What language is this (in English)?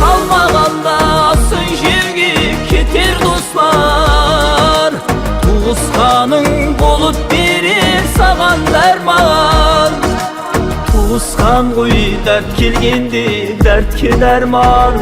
Kara-Kalpak